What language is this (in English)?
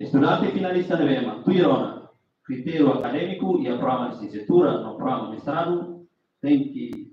Tetum